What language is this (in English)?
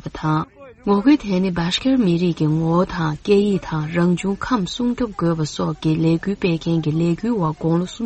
Tibetan